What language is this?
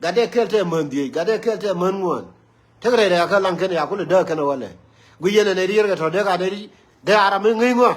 Nuer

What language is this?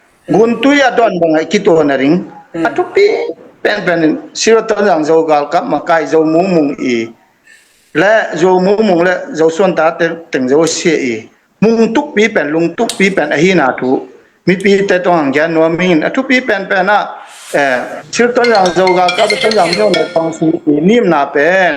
Tedim Chin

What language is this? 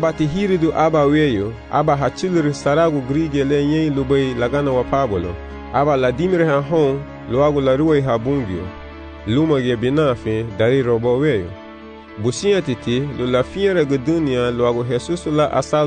Garifuna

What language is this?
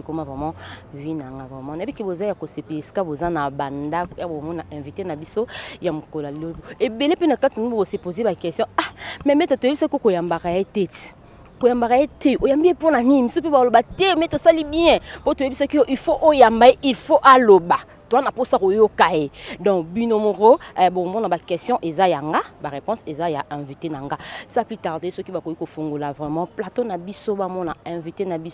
Lingala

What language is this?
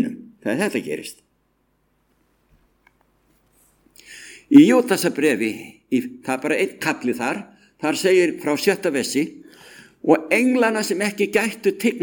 Icelandic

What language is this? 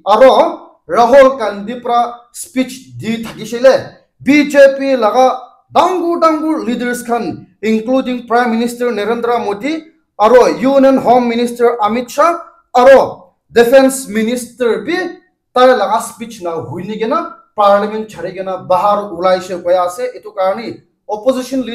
Naga Pidgin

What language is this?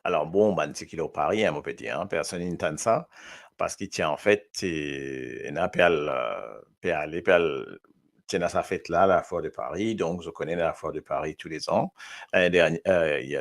Morisyen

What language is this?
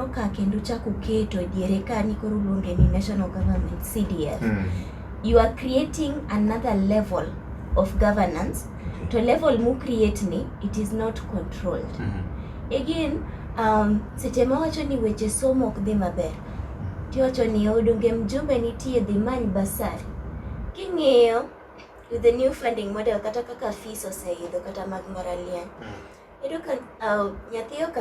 Luo (Kenya and Tanzania)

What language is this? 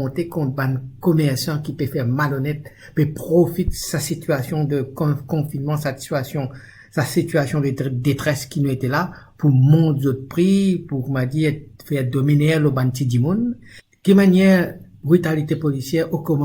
Morisyen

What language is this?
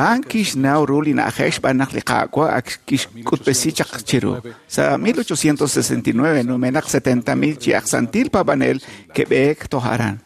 Kekchí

